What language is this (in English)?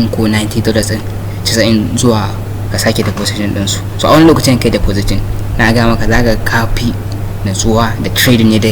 Hausa